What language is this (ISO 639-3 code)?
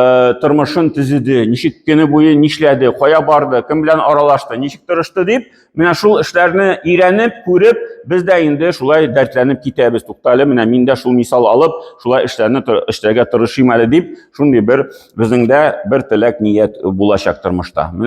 tat